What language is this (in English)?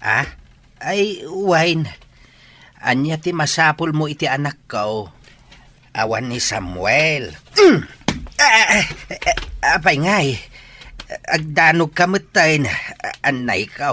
Iloko